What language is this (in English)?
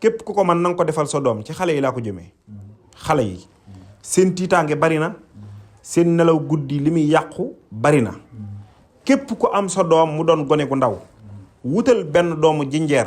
Wolof